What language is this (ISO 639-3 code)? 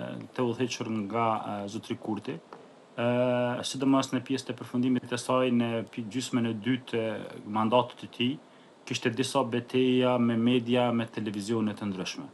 sqi